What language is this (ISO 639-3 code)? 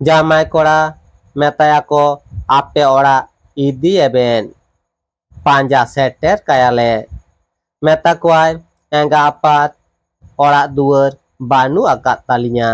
sat